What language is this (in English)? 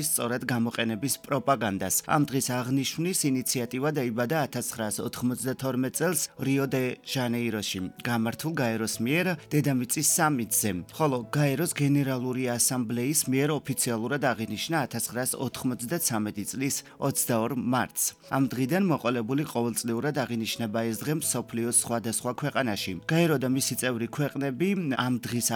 Georgian